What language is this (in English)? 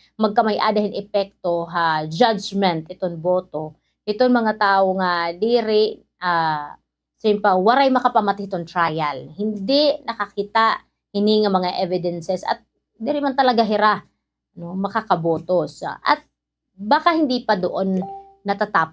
Waray